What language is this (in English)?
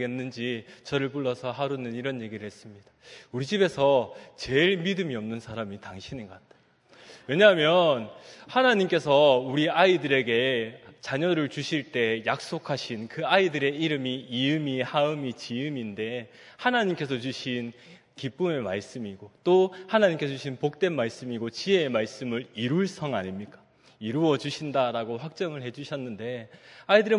Korean